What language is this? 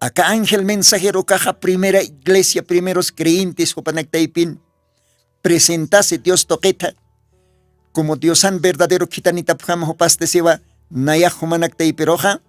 Aymara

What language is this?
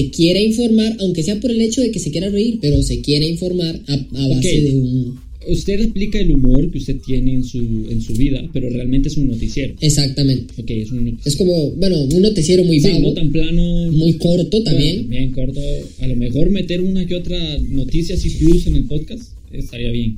Spanish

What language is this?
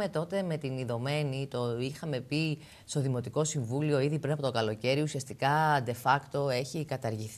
Greek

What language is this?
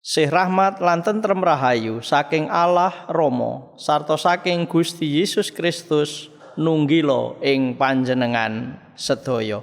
Javanese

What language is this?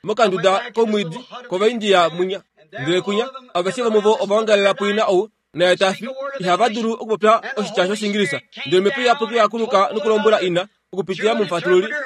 Kuanyama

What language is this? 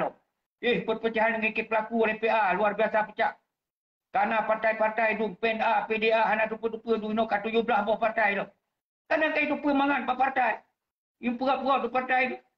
Achinese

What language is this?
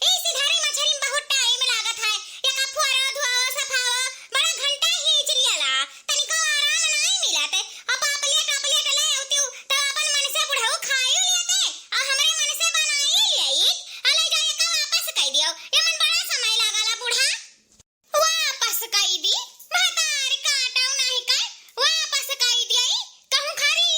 Awadhi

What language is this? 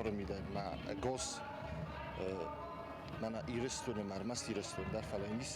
Ossetic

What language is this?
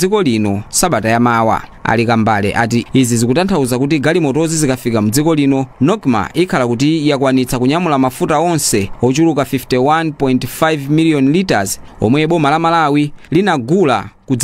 Nyanja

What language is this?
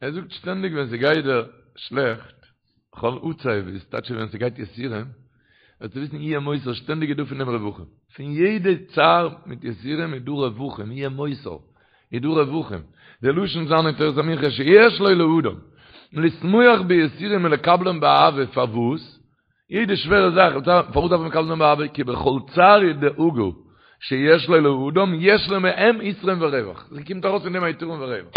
Yiddish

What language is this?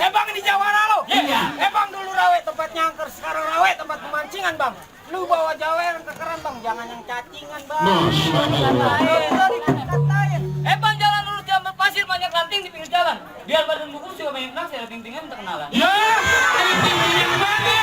Betawi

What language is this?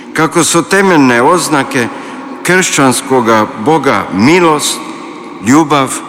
Croatian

